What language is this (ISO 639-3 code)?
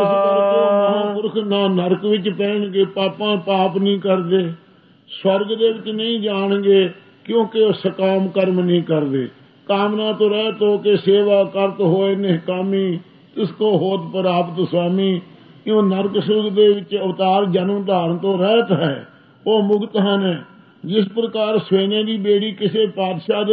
pan